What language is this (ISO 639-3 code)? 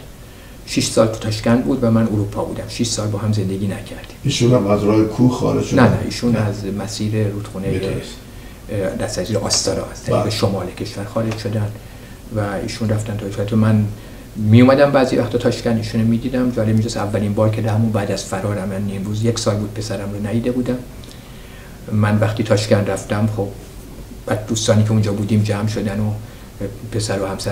fas